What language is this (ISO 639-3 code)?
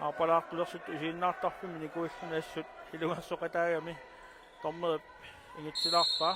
kal